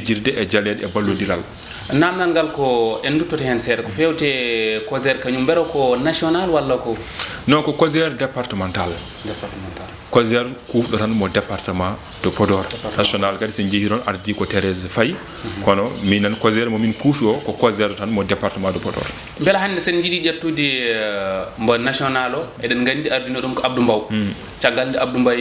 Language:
Fula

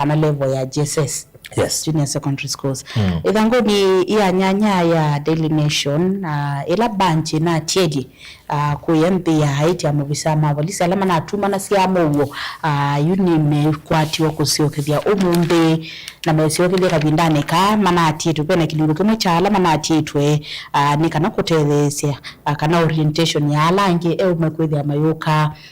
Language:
Kamba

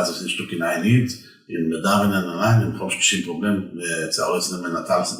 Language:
Yiddish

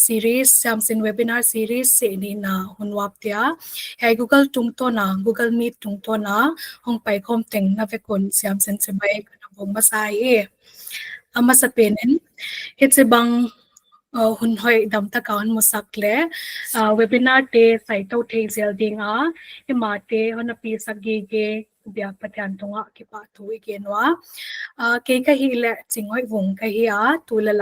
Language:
Paite Chin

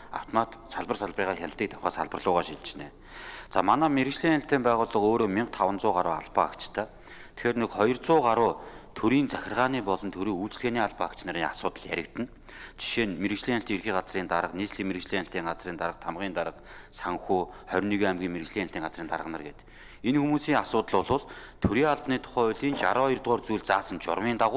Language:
Mongolian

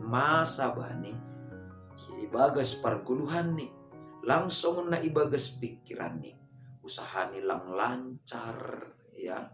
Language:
Batak Simalungun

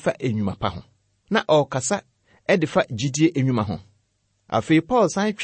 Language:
Akan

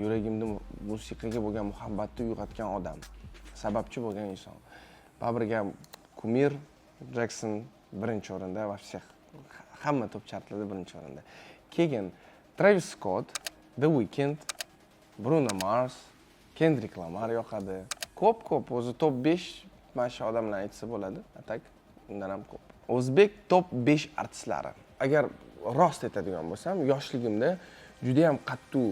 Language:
Uzbek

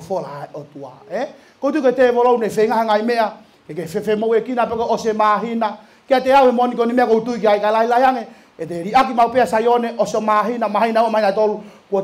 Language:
Tongan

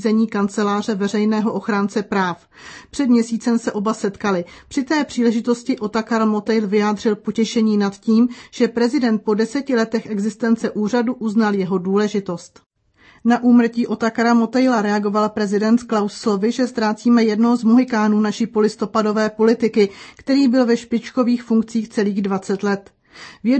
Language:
Czech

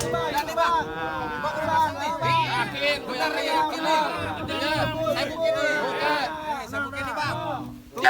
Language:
Betawi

